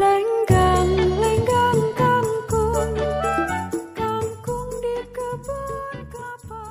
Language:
Betawi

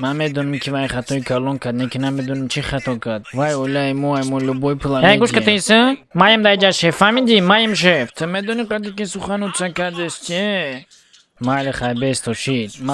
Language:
Tajik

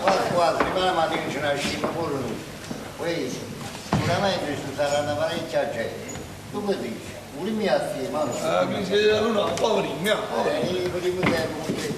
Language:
Neapolitan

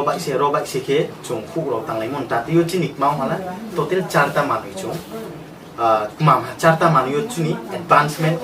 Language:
Riang (India)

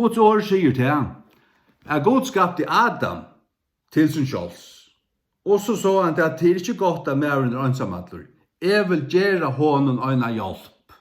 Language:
Faroese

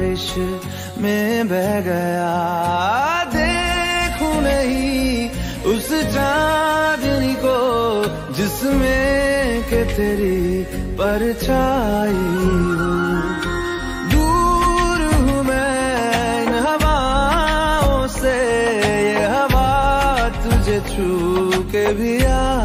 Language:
Hindi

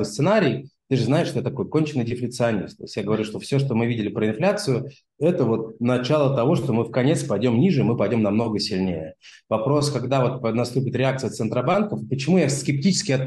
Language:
Russian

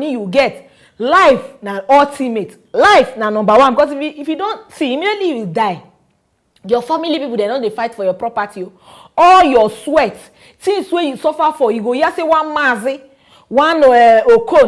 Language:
Nigerian Pidgin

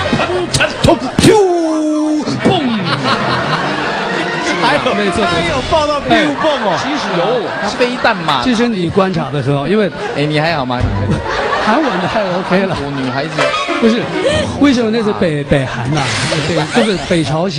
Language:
Chinese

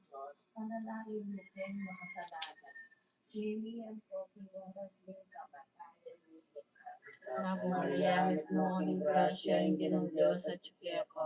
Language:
Pampanga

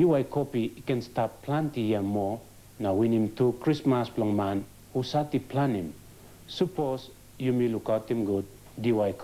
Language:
Tok Pisin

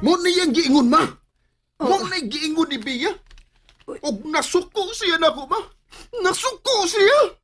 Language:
Cebuano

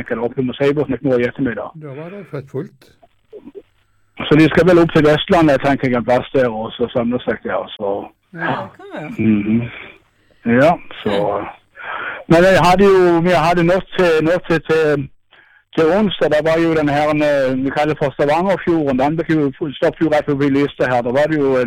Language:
Norwegian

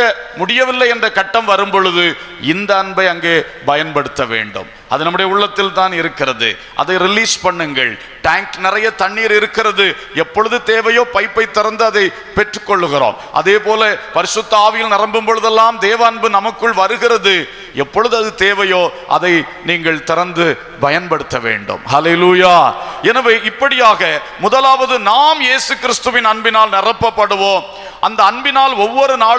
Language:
Tamil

